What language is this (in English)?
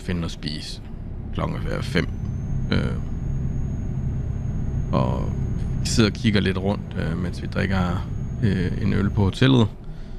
Danish